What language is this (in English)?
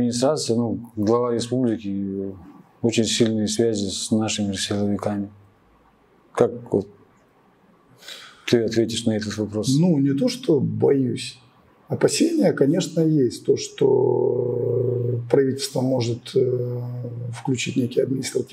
Russian